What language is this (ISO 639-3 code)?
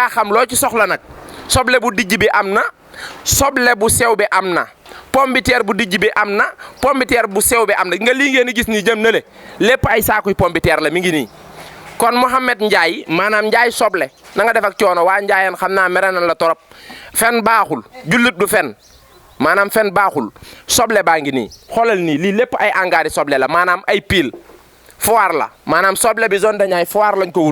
wol